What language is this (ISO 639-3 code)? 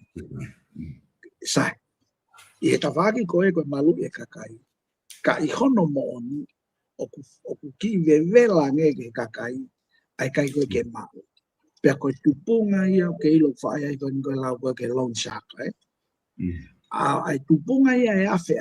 ton